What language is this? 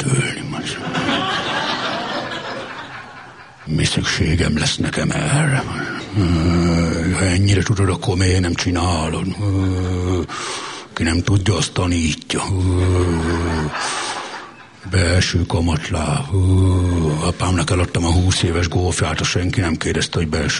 Hungarian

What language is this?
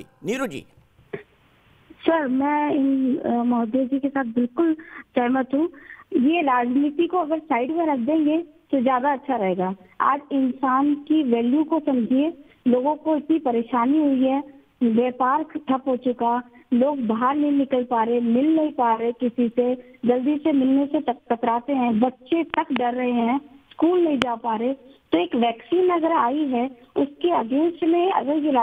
Hindi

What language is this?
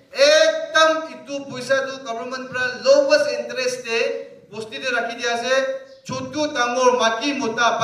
Naga Pidgin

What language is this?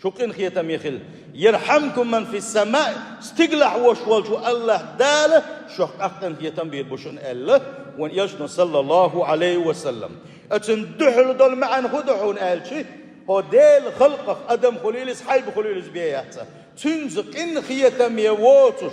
Chechen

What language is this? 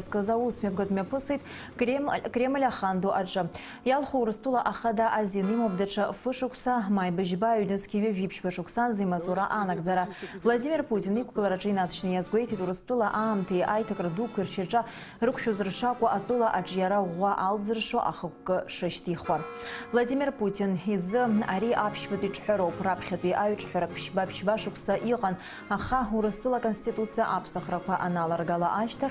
Abkhazian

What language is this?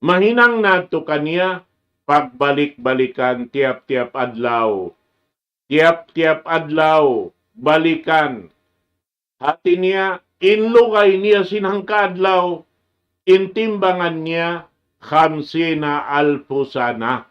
Tausug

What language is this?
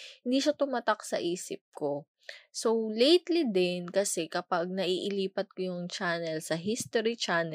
Filipino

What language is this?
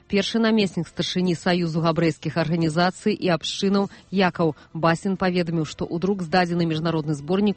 Belarusian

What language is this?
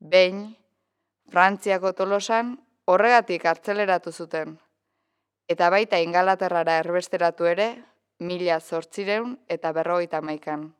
Basque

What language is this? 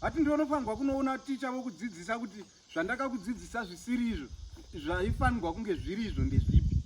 Shona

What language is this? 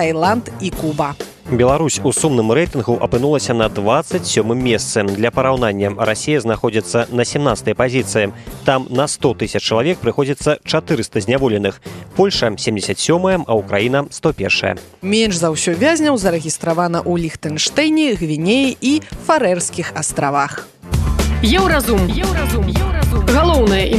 Belarusian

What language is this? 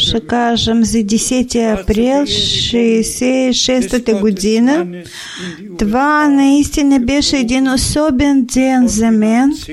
Bulgarian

